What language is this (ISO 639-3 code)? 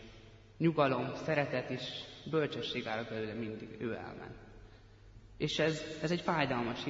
hun